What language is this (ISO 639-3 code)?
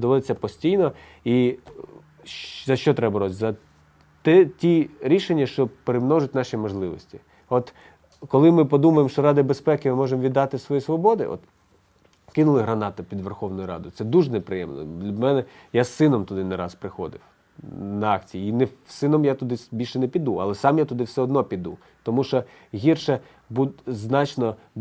ukr